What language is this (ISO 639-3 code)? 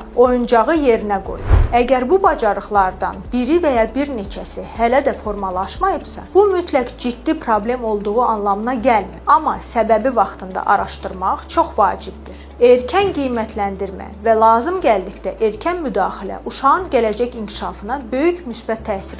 aze